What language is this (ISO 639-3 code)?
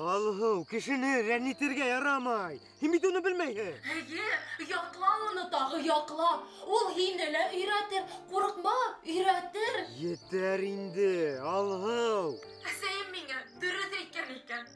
bak